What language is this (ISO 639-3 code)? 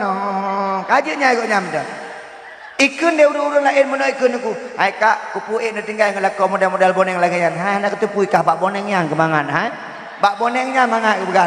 ace